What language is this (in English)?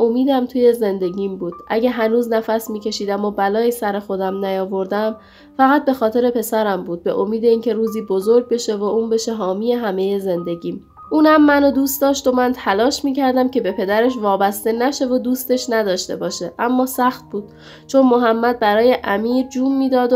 Persian